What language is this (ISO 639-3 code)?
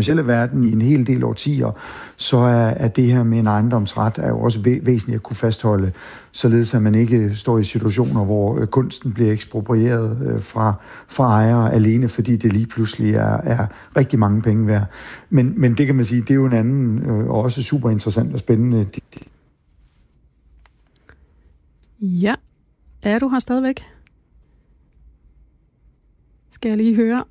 dan